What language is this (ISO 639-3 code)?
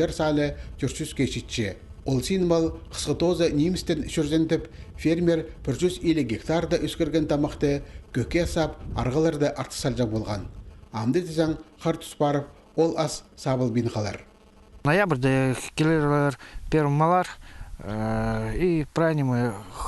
kjh